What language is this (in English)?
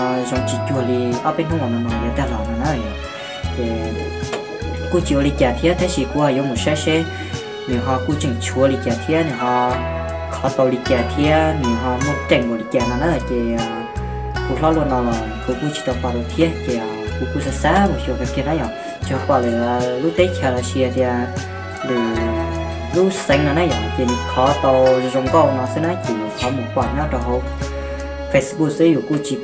Hmong